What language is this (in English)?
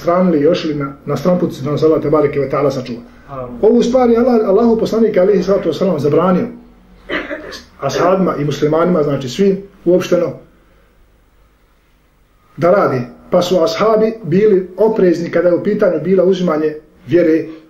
Bosnian